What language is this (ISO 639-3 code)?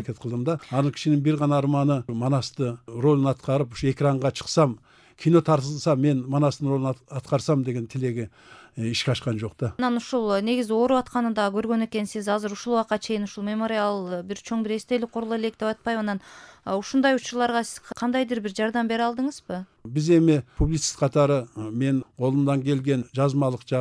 kir